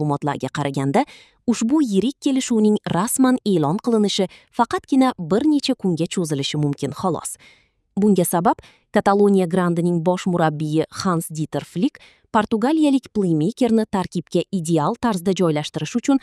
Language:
Uzbek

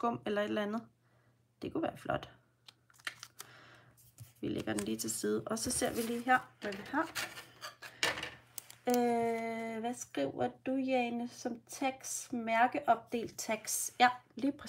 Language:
Danish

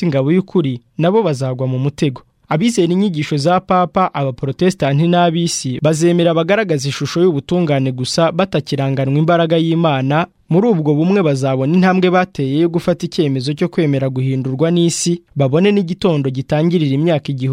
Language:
Kinyarwanda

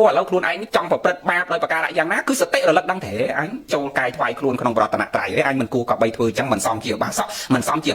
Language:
Khmer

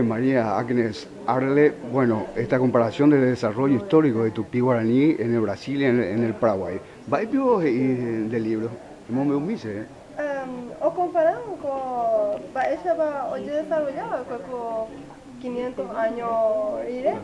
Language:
Guarani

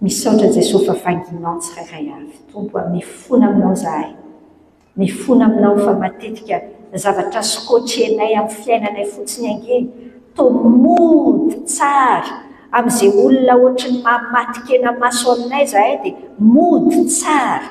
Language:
Malagasy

